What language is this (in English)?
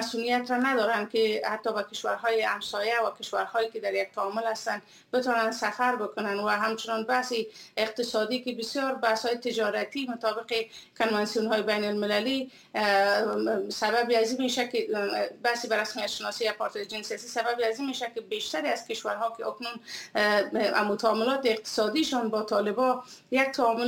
Persian